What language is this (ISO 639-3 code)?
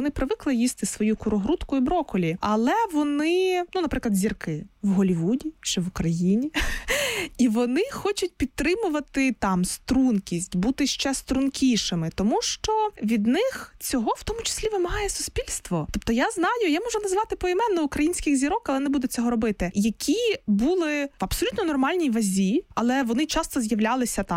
ukr